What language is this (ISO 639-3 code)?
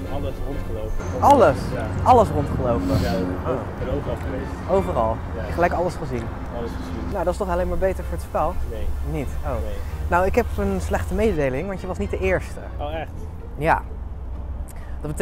nld